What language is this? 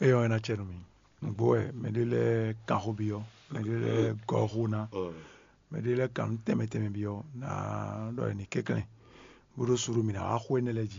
Fon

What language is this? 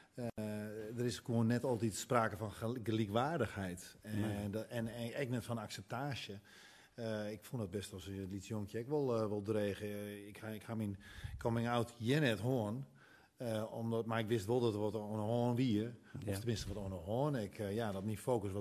Western Frisian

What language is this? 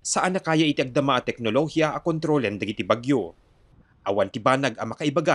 Iloko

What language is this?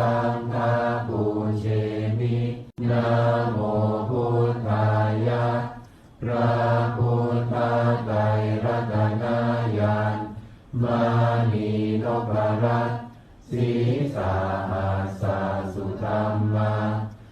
Pali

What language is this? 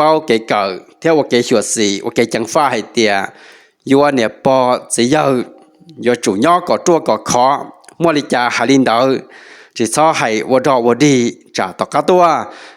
Hmong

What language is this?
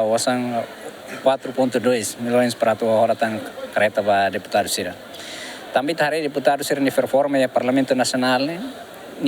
Tetum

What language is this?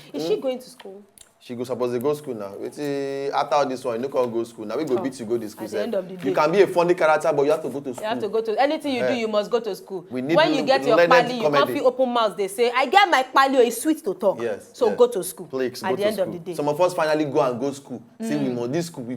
Nigerian Pidgin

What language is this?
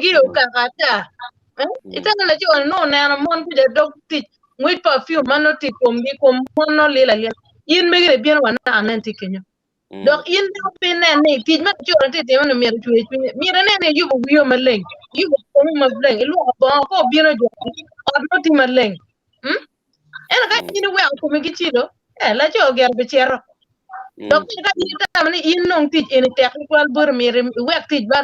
Acoli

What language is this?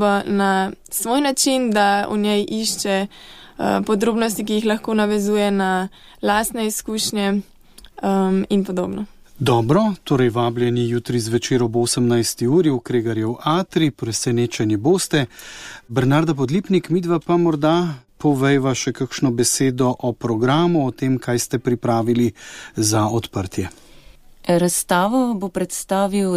Slovenian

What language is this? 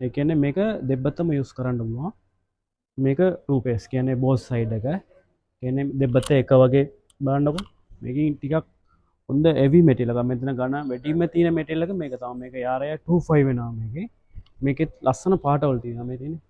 Sinhala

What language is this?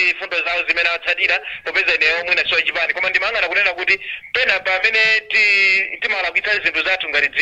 Nyanja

